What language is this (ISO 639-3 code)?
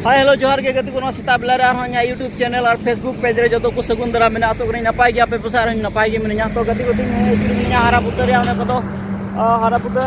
sat